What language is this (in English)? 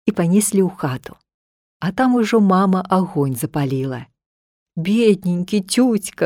Belarusian